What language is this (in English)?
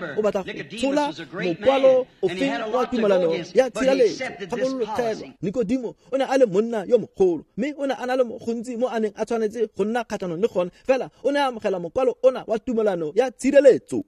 Tswana